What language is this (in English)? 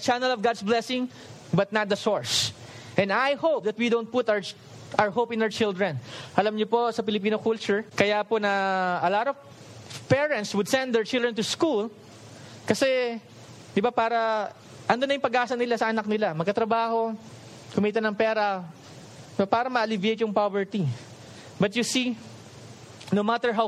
Filipino